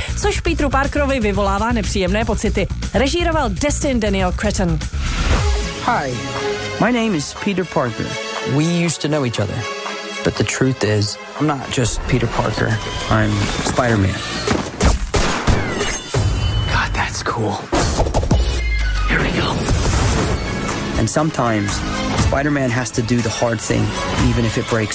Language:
Czech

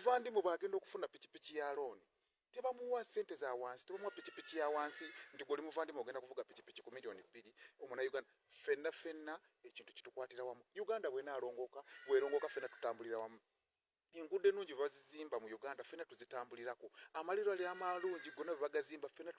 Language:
Ganda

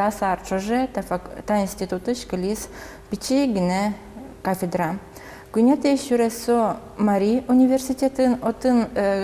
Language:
Udmurt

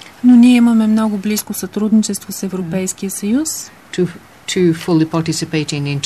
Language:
Bulgarian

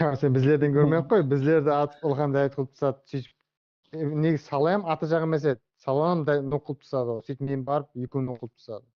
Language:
Kara-Kalpak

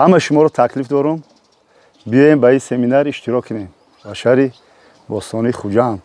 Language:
Tajik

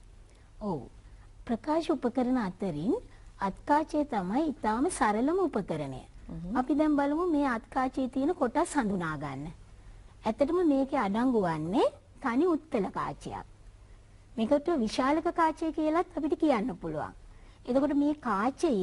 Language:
Sinhala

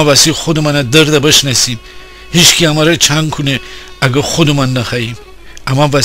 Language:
Gilaki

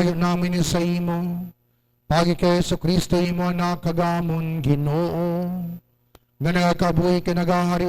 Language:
Hiligaynon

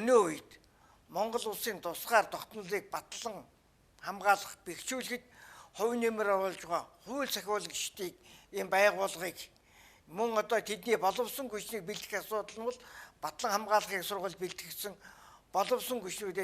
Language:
Mongolian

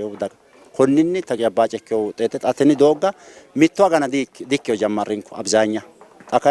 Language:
Sidamo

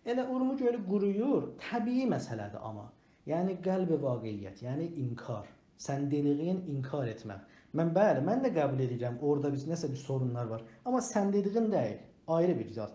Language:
South Azerbaijani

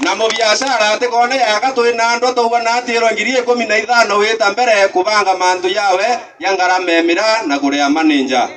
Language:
Meru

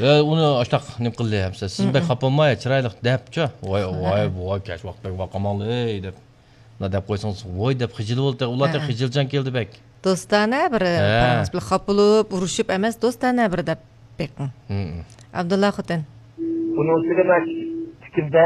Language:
Uyghur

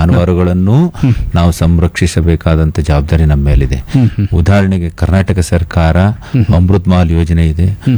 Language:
Kannada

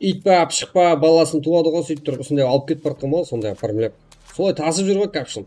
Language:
Kara-Kalpak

